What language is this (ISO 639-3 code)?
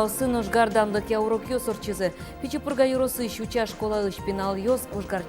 udm